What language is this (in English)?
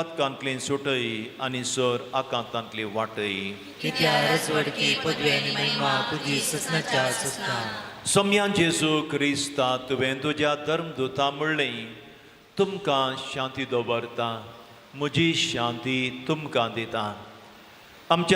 Konkani